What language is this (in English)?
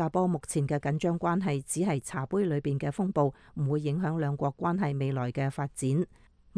Cantonese